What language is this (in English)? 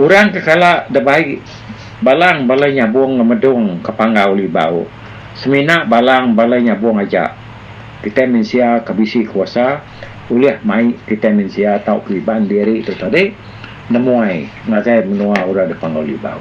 Iban